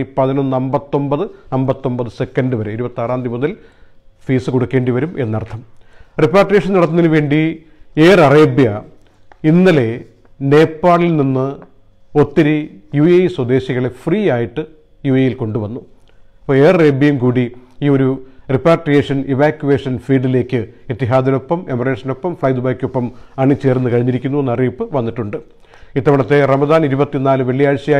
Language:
Malayalam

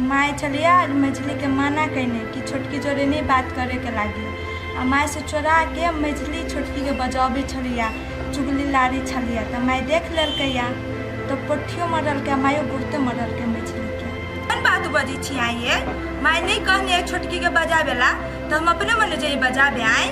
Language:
Maithili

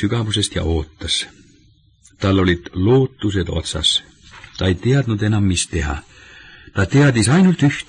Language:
Estonian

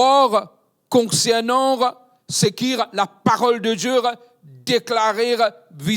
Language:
Morisyen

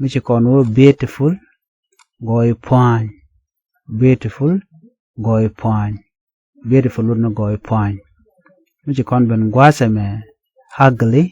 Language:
Nuer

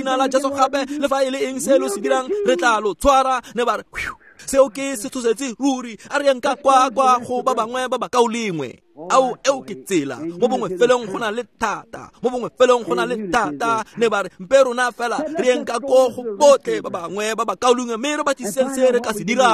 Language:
Tswana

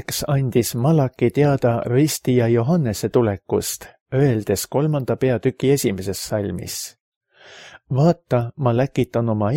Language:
Estonian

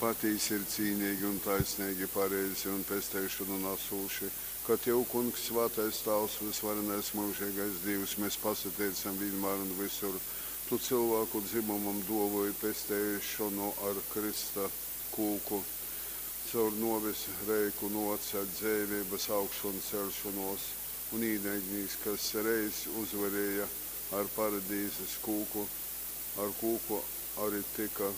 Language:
Latgalian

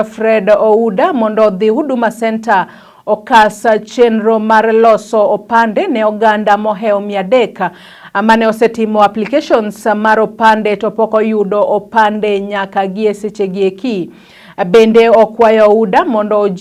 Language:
Luo (Kenya and Tanzania)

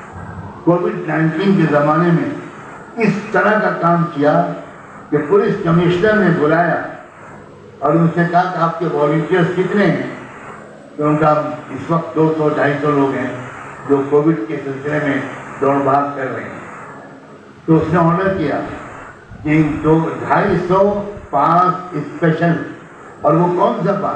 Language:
Urdu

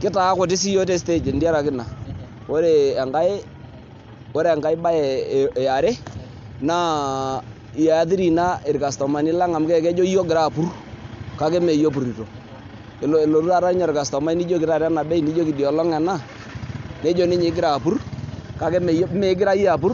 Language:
Masai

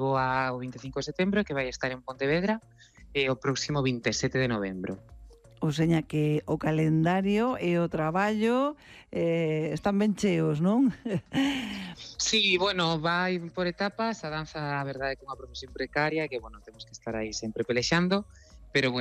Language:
Galician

